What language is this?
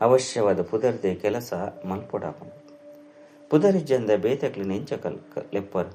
Tulu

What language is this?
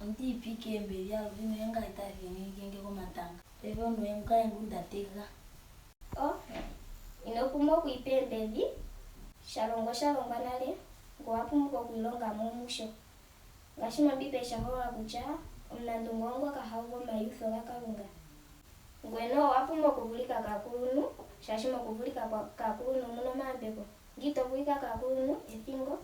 Ndonga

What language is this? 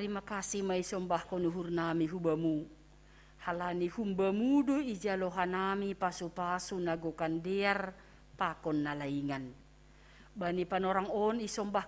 Batak Simalungun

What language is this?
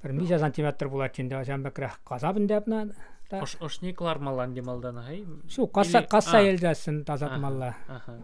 Chuvash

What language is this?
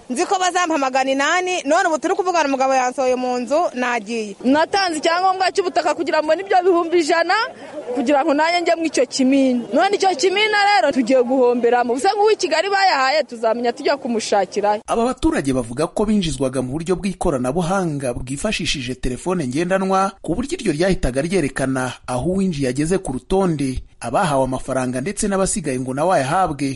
Kinyarwanda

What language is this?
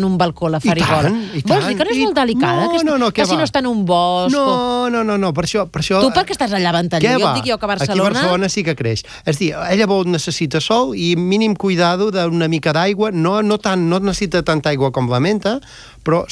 Catalan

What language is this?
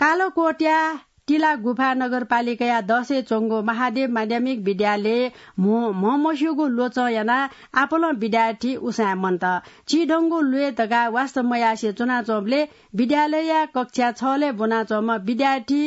Newari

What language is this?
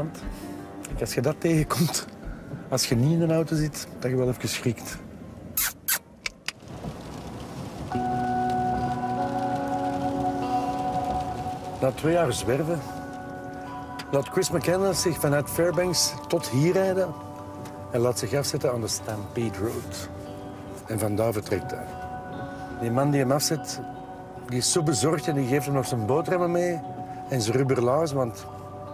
Dutch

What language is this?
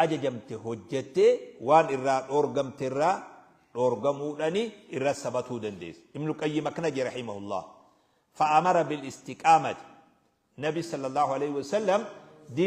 Oromo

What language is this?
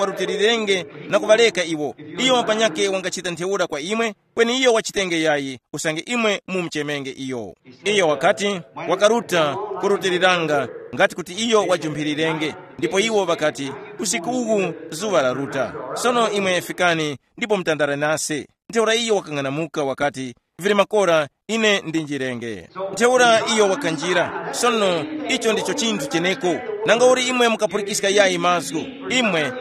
Tumbuka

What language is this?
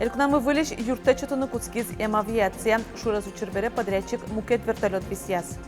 Udmurt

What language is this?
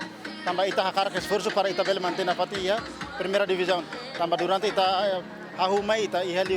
Tetum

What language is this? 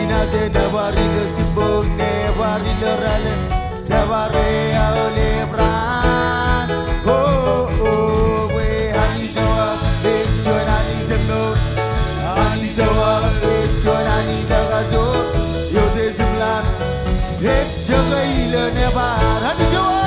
Marshallese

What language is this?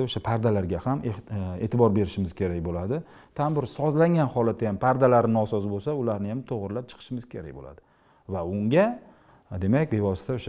Uzbek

